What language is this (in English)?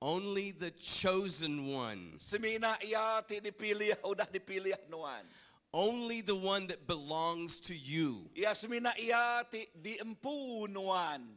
Iban